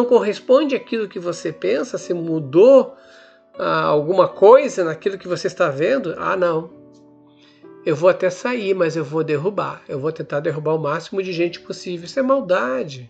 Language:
Portuguese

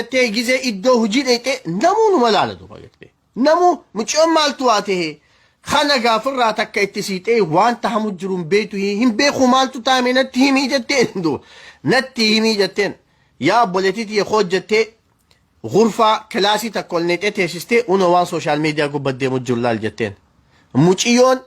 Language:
Oromo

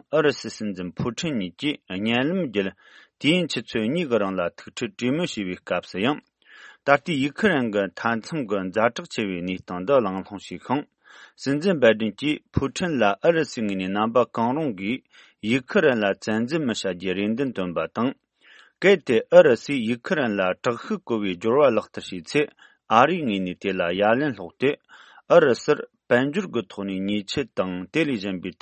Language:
Tibetan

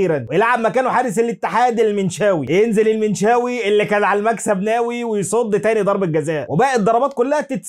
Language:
Egyptian Arabic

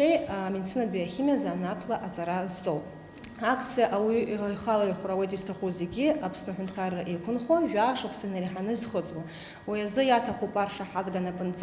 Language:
Abkhazian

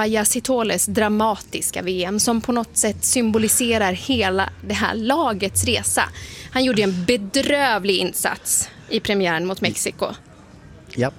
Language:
Swedish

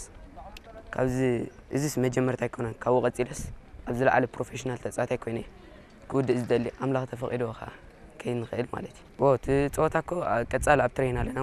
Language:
Tigrinya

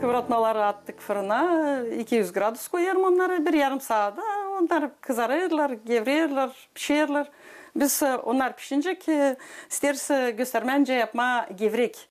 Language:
Gagauz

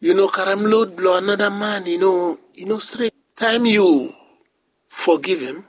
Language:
Bislama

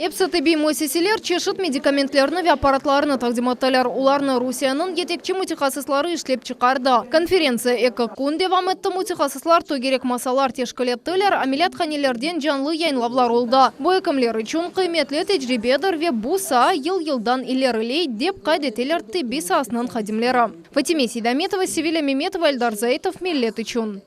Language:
Crimean Tatar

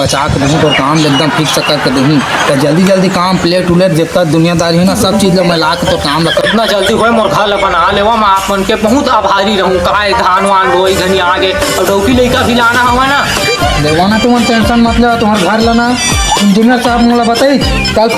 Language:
Chhattisgarhi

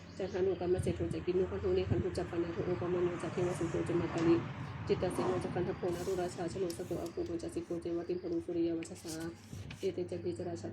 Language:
Pali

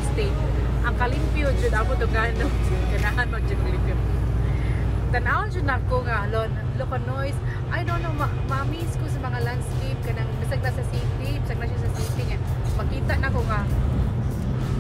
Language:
Cebuano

